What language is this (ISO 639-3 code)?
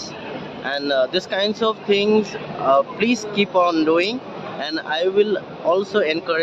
trp